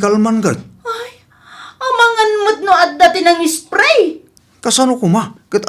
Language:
Iloko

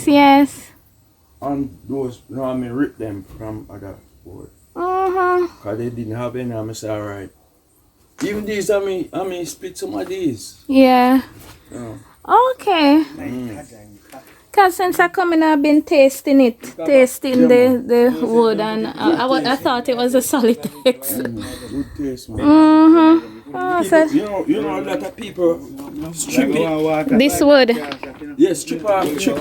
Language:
Jamaican Creole English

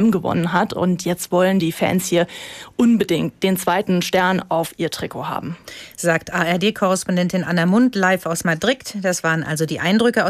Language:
German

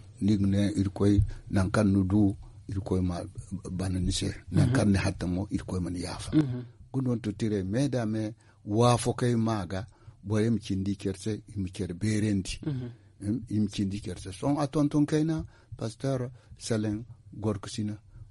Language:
Zarma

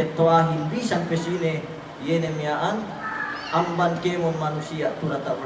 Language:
Yakan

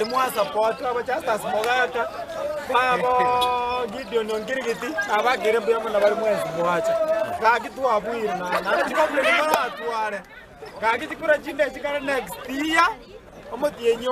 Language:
Gusii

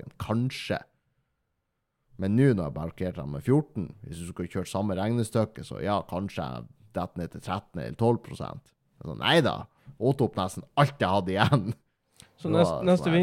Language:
Norwegian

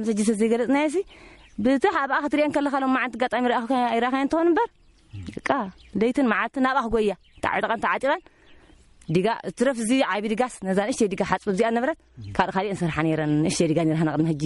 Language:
Tigrinya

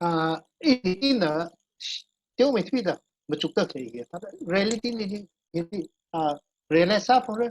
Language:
Tangkhul Naga (India)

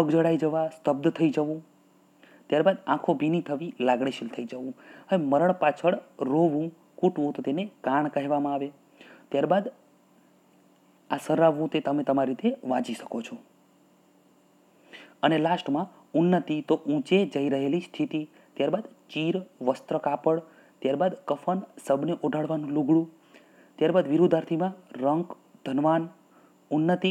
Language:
Gujarati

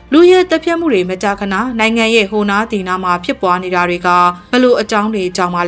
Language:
Burmese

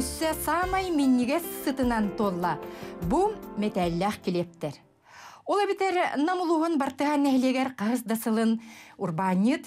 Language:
Yakut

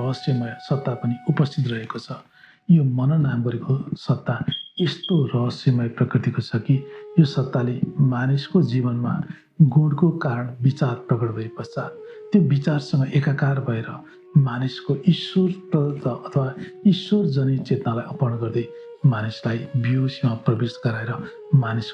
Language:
Nepali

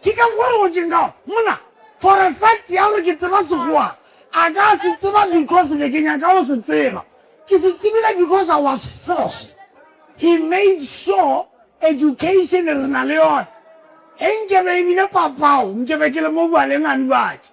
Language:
Northern Sotho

